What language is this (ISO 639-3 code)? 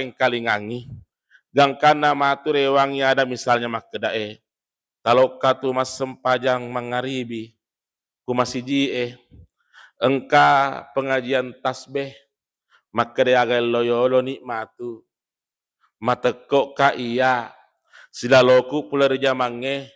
bug